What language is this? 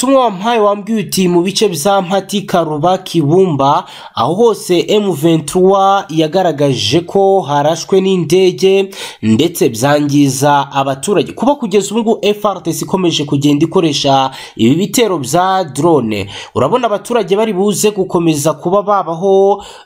Kinyarwanda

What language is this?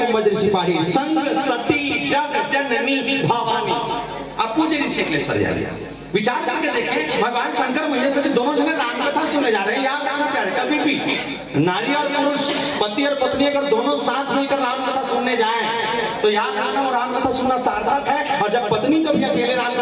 Chhattisgarhi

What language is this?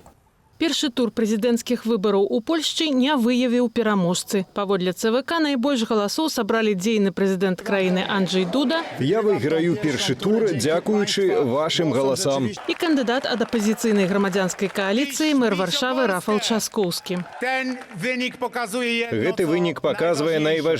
Belarusian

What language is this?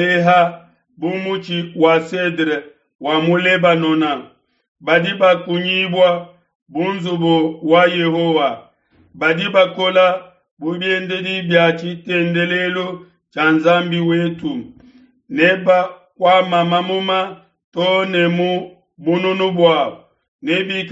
Luba-Lulua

